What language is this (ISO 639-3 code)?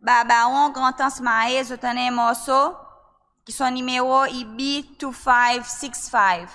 crs